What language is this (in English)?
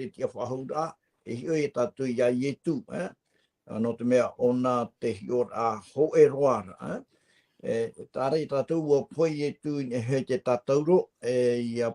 Tahitian